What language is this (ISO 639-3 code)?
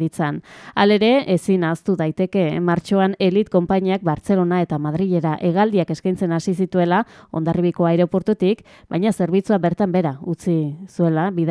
eus